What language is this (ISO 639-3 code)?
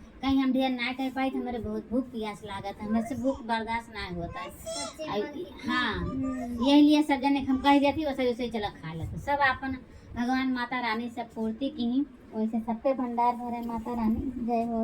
awa